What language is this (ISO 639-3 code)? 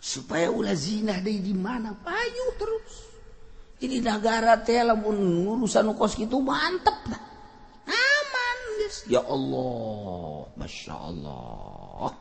sun